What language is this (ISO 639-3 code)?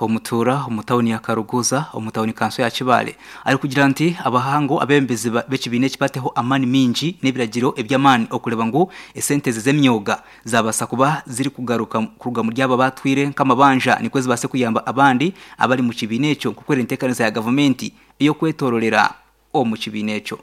nyn